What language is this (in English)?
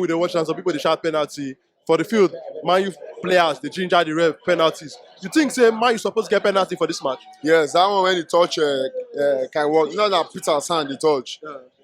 Nigerian Pidgin